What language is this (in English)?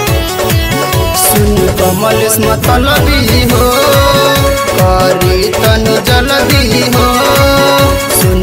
Bhojpuri